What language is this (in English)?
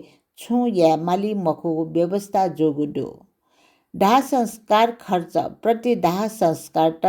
Newari